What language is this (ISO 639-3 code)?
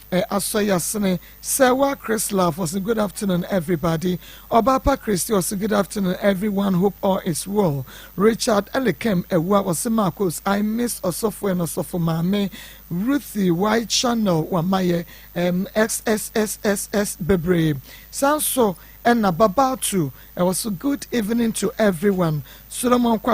aka